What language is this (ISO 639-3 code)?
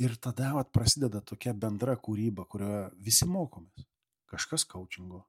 lit